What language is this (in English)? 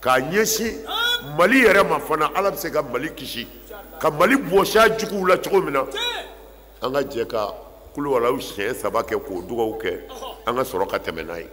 Bambara